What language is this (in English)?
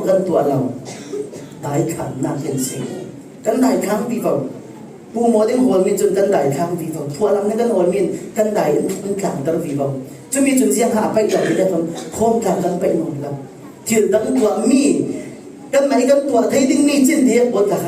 Falam Chin